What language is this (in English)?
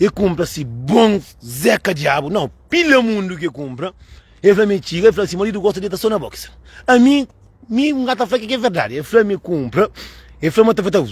Kabuverdianu